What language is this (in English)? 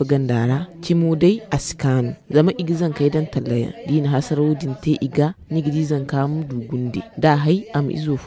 Zarma